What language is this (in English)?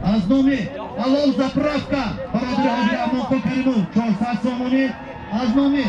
Tajik